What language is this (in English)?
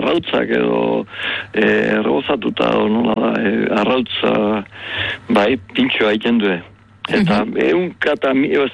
Basque